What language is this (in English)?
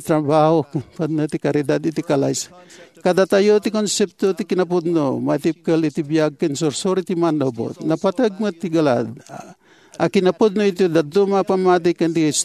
Iloko